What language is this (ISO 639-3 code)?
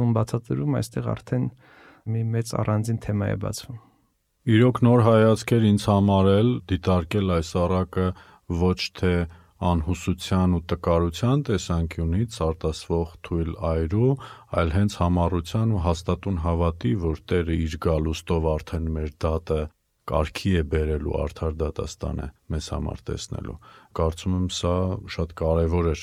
hye